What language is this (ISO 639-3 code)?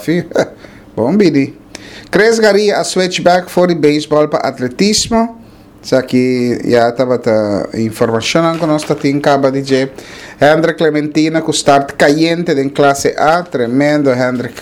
pap